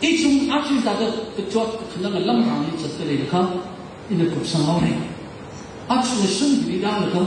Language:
Tangkhul Naga (India)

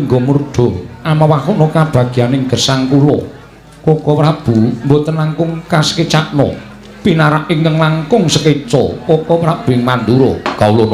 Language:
Javanese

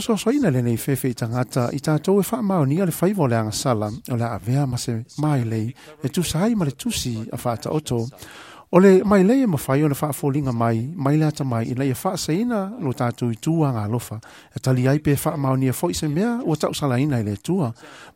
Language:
Samoan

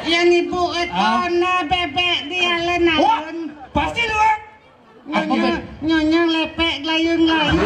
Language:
Balinese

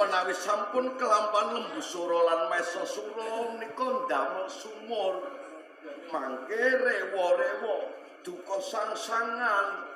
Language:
Javanese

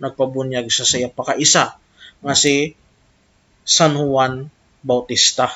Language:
Hiligaynon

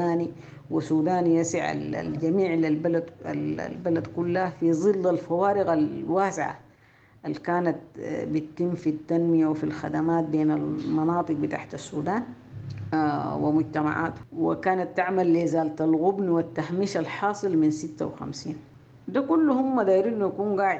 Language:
Sudanese Arabic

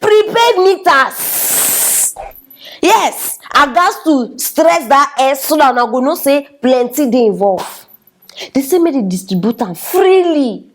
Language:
Nigerian Pidgin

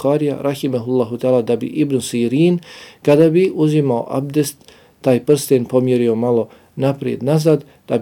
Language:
Bosnian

